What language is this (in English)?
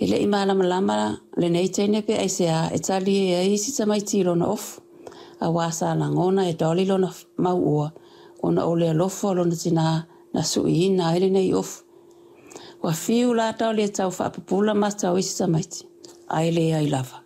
Samoan